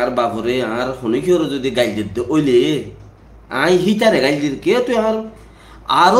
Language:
Rohingya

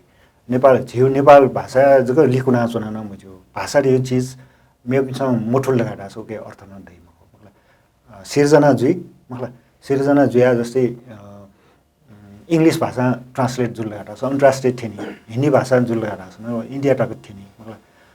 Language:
Newari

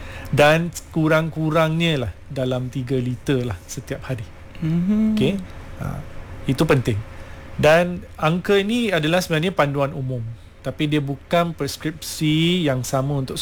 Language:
Malay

